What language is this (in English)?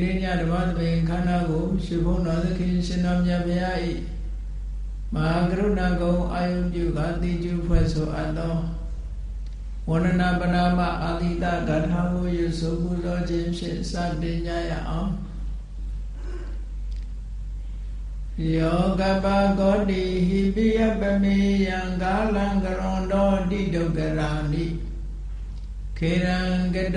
Burmese